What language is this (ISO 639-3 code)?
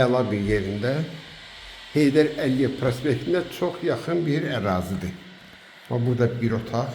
aze